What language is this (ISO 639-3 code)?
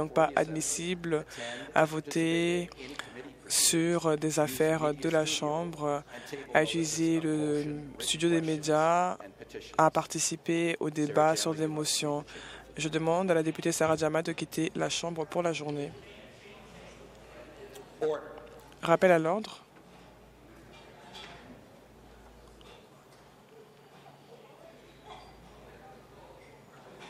fra